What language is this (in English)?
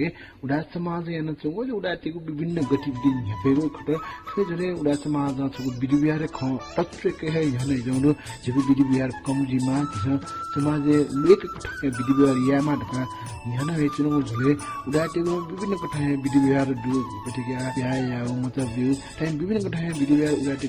Newari